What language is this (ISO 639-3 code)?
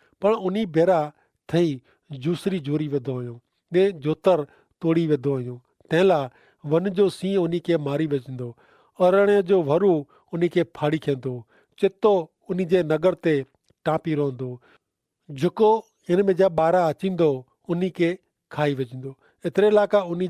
kfr